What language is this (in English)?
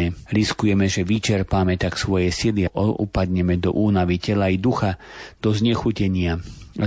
Slovak